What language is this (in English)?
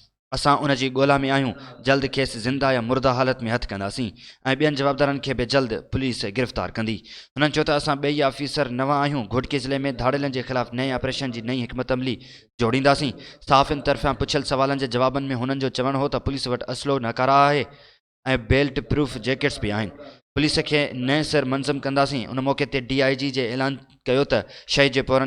Sindhi